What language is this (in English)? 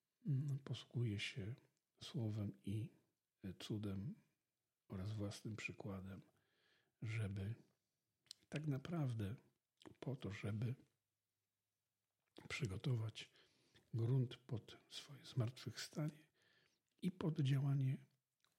Polish